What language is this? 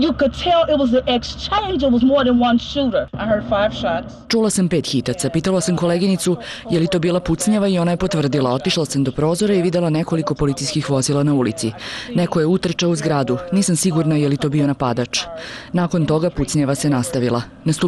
Serbian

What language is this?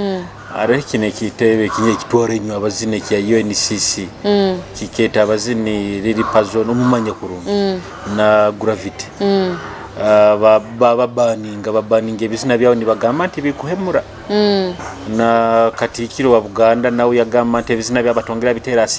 Nyoro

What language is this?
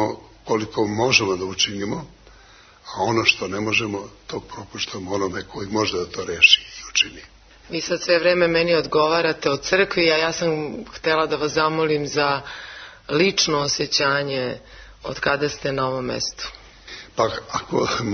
Serbian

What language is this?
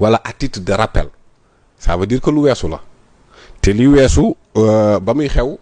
Wolof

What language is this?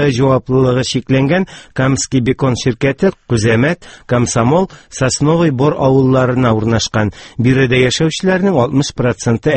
Tatar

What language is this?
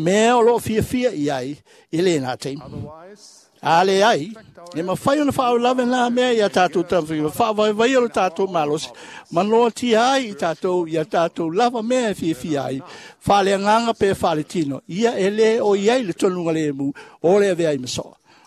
Samoan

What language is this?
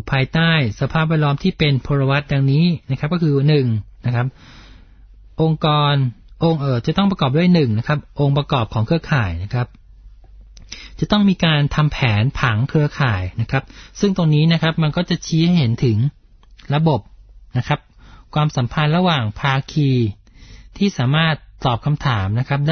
Thai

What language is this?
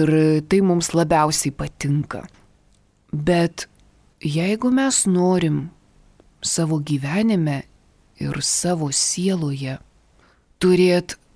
Lithuanian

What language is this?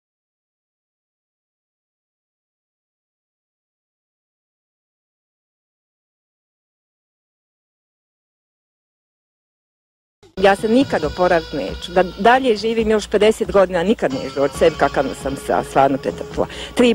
Bosnian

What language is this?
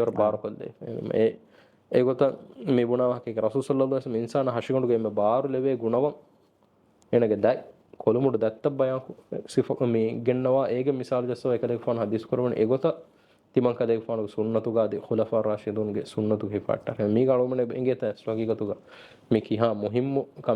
Divehi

